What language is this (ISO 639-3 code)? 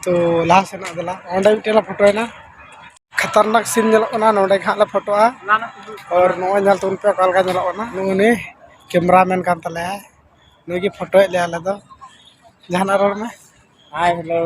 sat